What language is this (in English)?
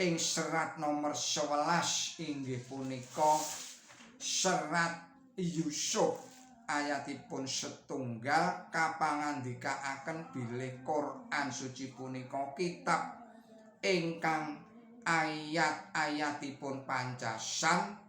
Javanese